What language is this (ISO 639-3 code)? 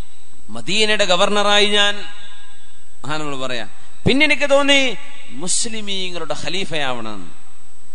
mal